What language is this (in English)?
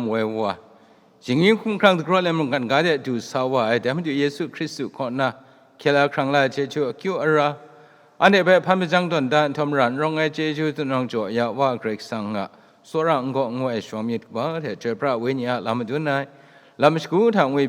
Kachin